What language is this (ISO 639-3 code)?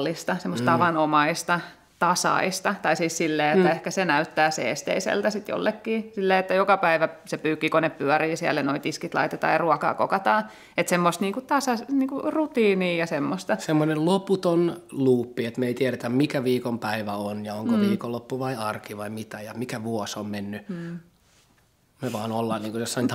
fin